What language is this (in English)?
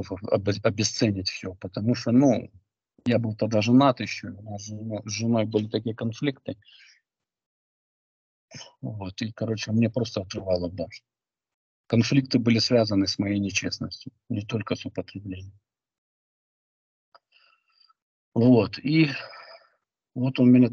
Russian